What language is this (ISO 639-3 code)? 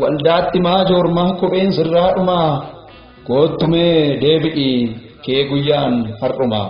orm